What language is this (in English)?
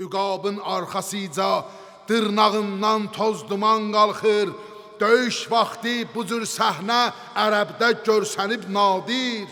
Azerbaijani